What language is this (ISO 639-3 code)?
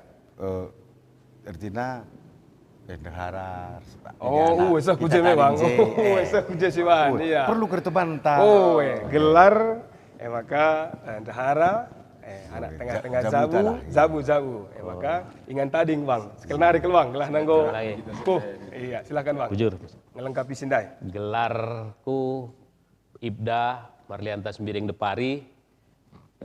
btx